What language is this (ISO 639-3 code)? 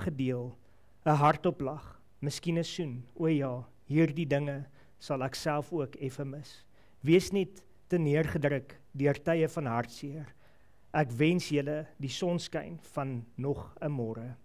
afr